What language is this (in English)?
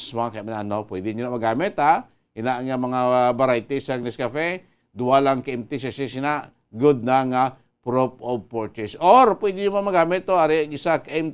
Hiligaynon